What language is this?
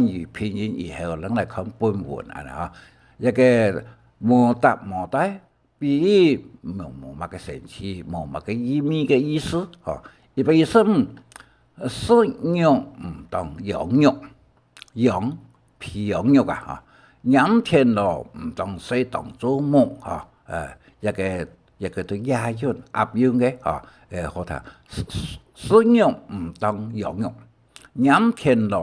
Hakka Chinese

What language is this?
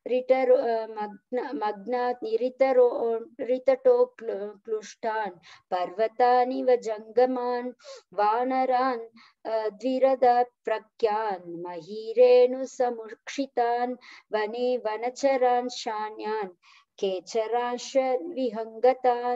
Sanskrit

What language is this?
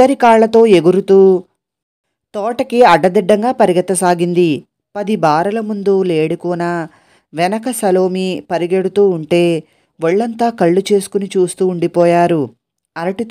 Telugu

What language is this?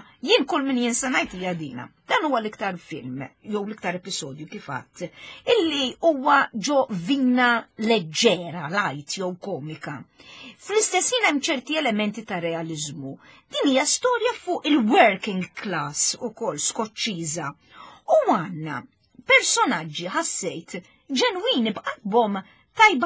Maltese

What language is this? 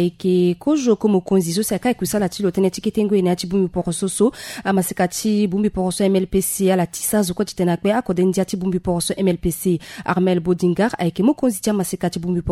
Sango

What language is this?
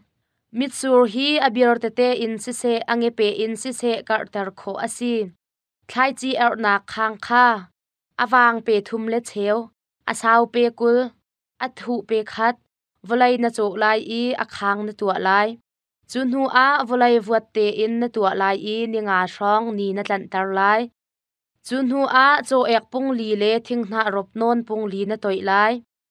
Hakha Chin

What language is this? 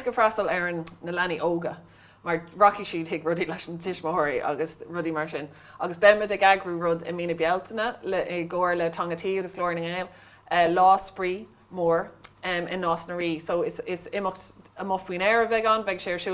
Irish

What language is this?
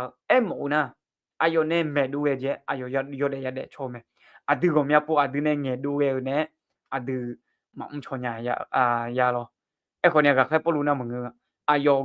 Akha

